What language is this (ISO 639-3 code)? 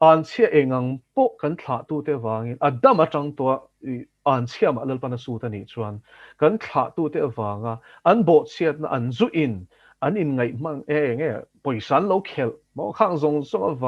lus